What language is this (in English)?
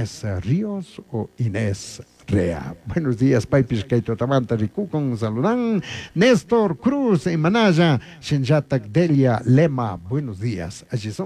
Chimborazo Highland Quichua